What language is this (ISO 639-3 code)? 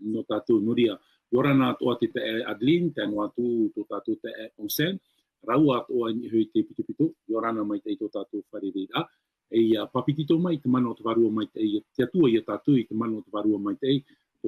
tah